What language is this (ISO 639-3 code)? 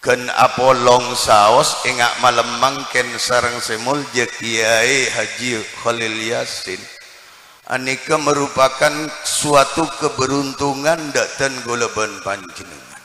mad